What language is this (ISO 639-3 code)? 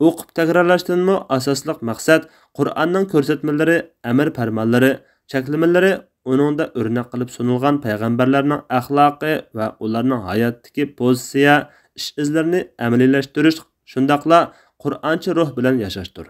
uig